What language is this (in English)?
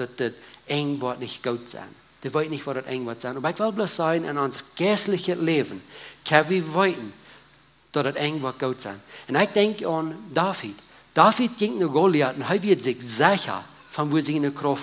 Plautdietsch